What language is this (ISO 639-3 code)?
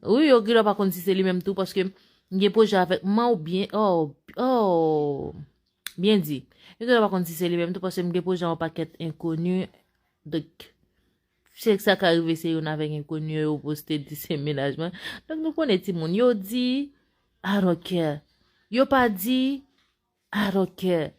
hat